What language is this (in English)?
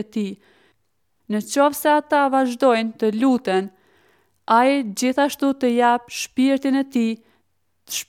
Albanian